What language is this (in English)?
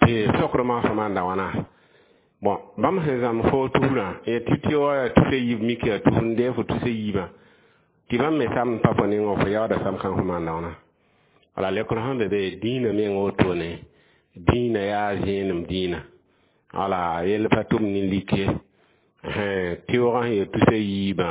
Mossi